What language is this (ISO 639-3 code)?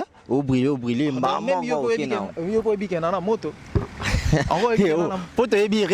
lin